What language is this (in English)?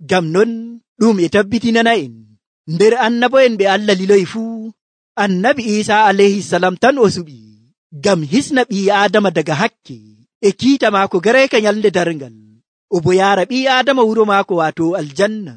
Nigerian Fulfulde